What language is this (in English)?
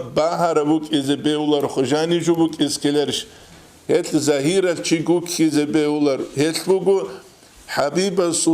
Avaric